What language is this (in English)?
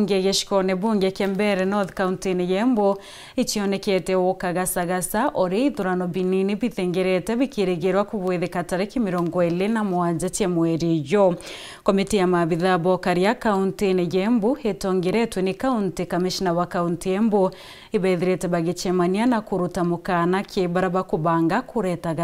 Meru